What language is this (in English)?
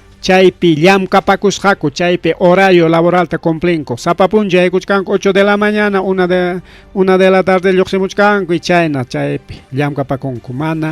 Ayacucho Quechua